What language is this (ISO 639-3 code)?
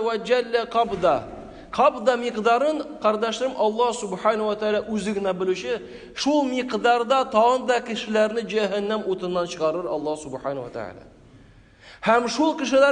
tat